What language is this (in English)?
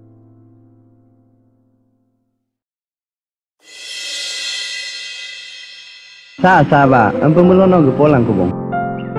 Mising